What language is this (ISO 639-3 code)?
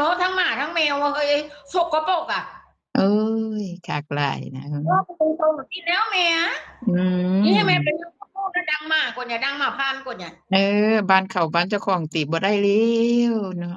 tts